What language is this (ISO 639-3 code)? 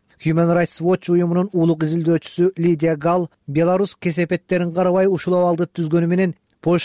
kir